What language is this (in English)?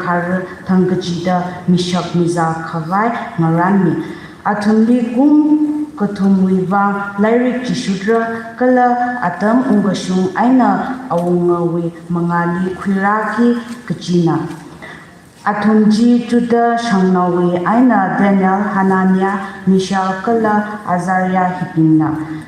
Tangkhul Naga (India)